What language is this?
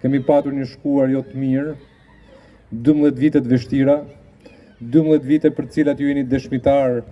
Albanian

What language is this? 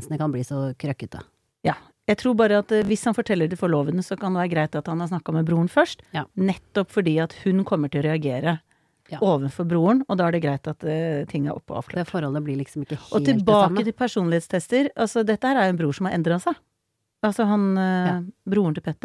Norwegian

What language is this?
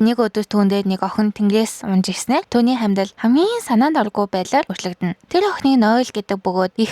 Mongolian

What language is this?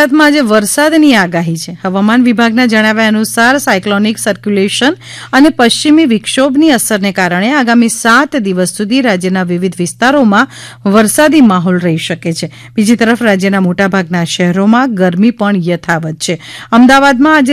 Gujarati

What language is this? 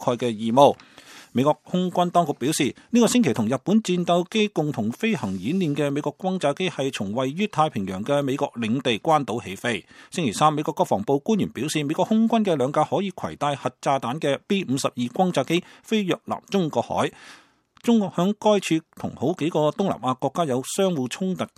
Cantonese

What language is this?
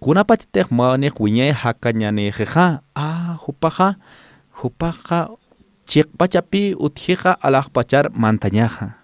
Aymara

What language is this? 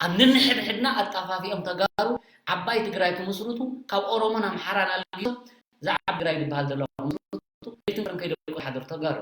Tigrinya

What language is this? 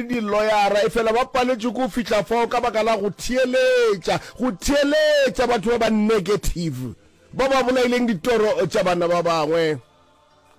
Northern Sotho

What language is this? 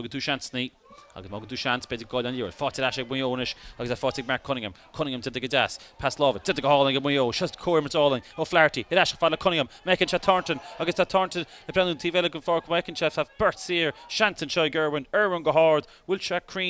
Irish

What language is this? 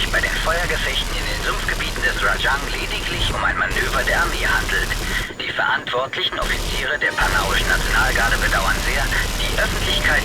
Bavarian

